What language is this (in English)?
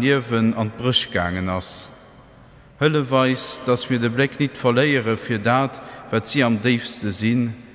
Luxembourgish